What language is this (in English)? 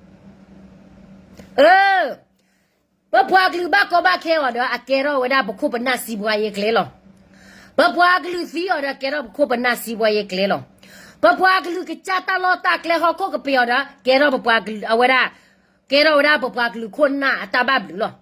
S'gaw Karen